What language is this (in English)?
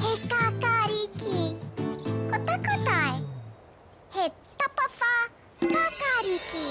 Māori